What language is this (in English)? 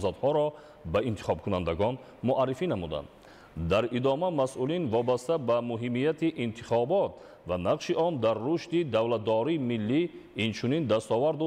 Tajik